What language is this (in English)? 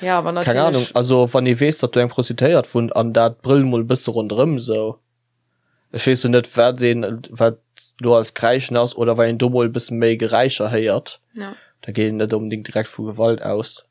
Luxembourgish